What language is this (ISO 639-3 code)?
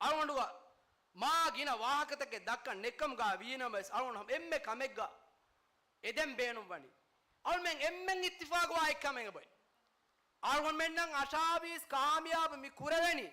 div